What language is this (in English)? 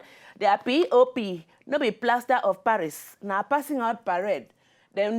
Nigerian Pidgin